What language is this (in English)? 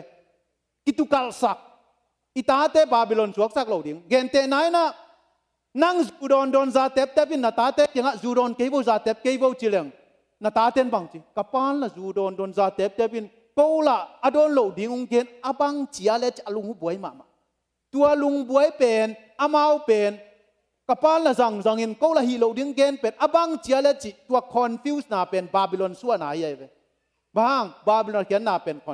Tedim Chin